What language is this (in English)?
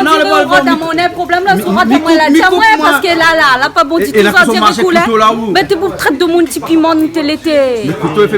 Réunion Creole French